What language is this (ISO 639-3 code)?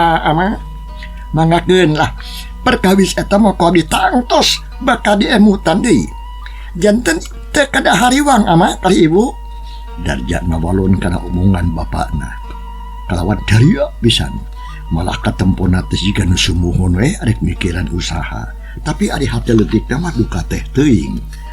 sun